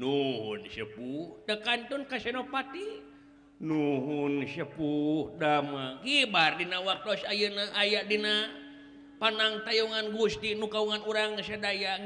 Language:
Sundanese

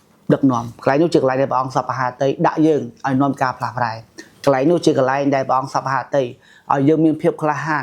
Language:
Khmer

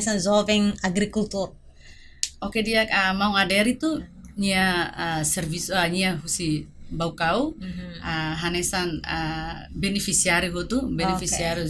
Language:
Tetum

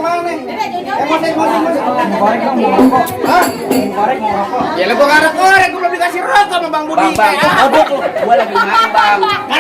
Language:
Betawi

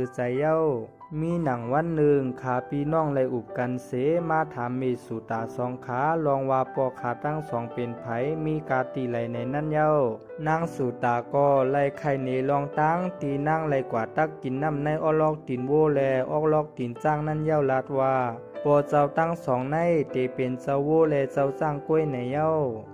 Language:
Shan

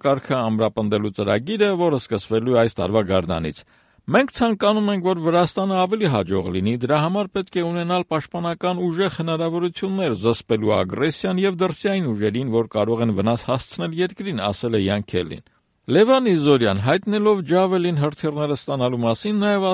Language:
Armenian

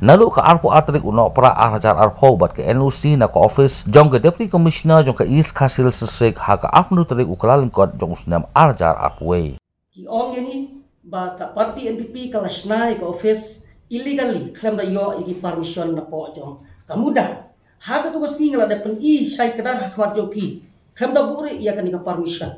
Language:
Khasi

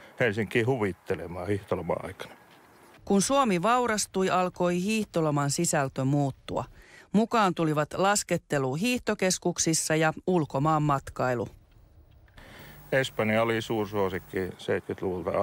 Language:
Finnish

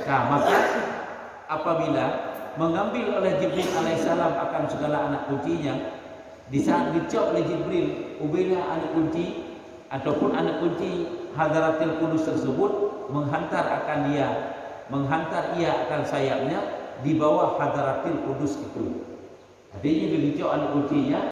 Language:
Achinese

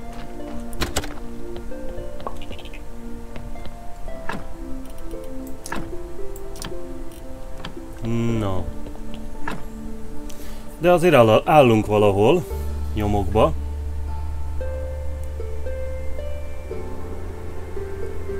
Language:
Hungarian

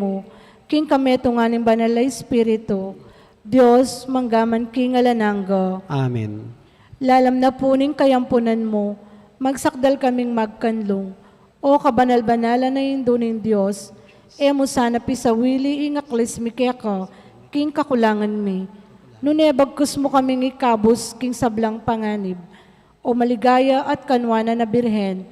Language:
Pampanga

